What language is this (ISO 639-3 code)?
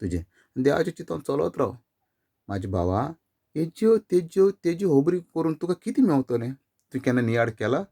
kok